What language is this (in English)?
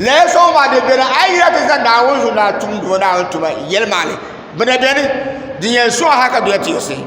Dagbani